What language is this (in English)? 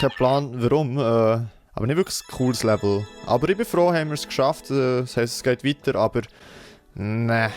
Swiss German